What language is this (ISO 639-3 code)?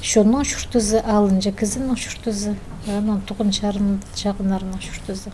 kjh